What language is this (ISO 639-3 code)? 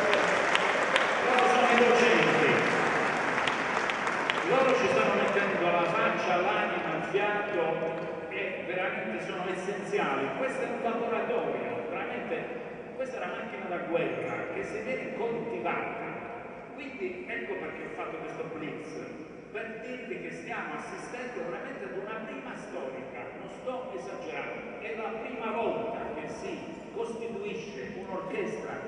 ita